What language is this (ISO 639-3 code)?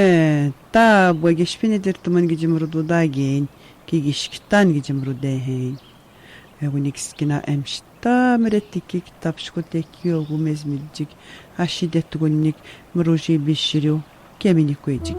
atj